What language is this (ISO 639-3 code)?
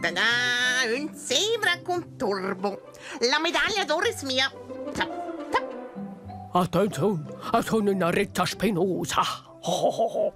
roh